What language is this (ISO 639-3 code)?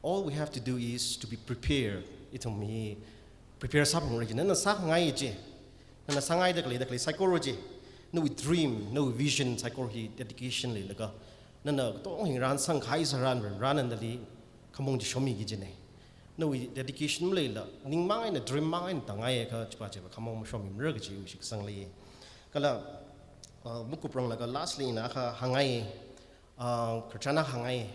nmf